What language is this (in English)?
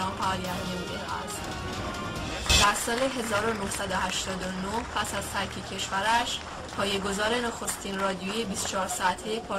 Persian